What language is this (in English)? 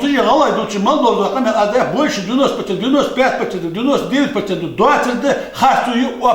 Ingush